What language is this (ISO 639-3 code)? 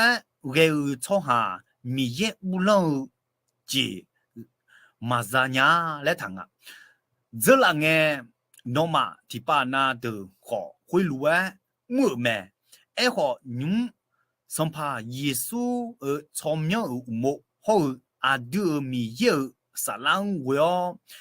ahk